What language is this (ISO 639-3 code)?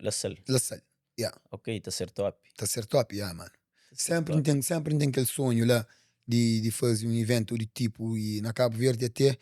kea